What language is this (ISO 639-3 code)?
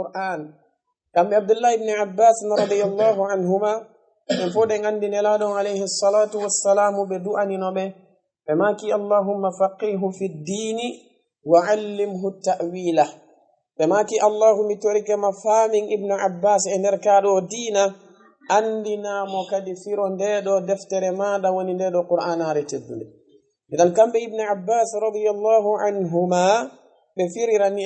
ful